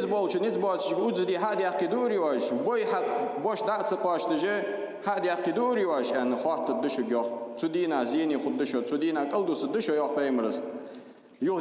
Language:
Ingush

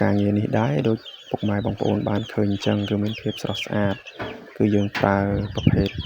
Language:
Khmer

